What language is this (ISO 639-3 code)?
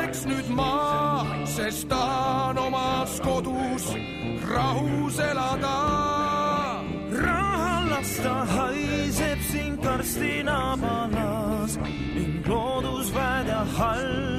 est